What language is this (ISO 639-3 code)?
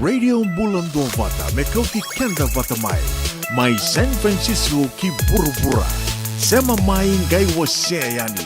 fij